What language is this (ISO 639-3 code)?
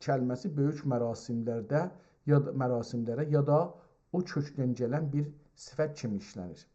azb